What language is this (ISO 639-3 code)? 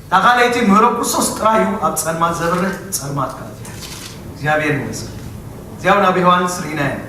tir